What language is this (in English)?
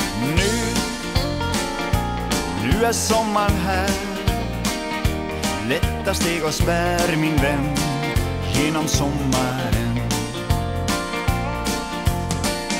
Swedish